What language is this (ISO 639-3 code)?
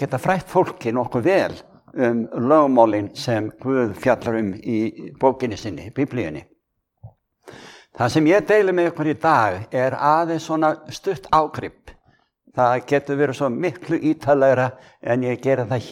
isl